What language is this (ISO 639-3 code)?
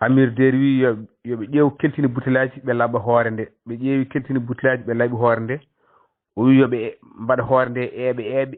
ful